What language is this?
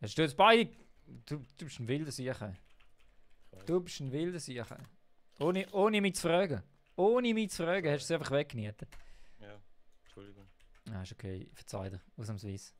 Swiss German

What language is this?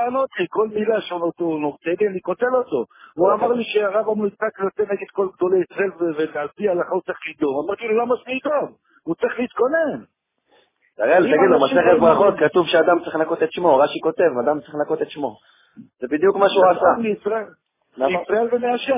Hebrew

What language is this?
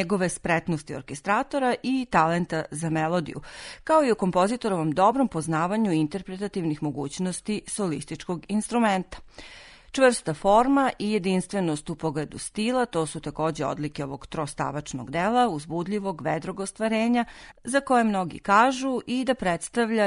Serbian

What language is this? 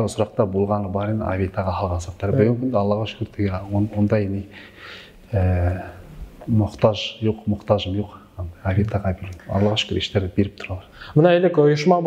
Bashkir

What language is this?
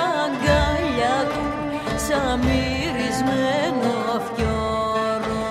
Greek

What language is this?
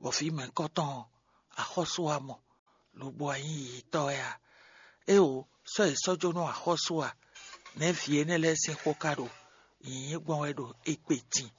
Fon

